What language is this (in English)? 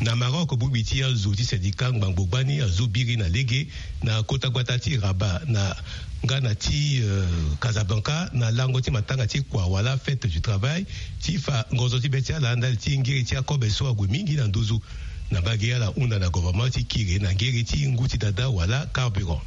Sango